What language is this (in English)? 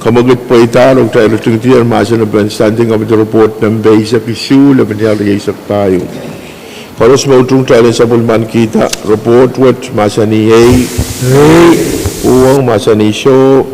Pohnpeian